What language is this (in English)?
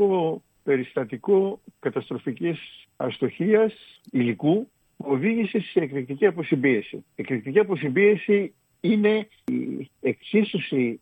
Greek